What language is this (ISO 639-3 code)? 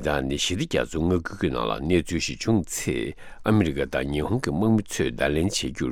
bod